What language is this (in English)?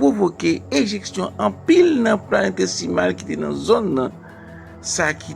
Haitian Creole